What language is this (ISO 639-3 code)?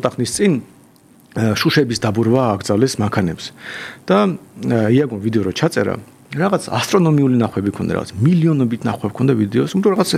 kat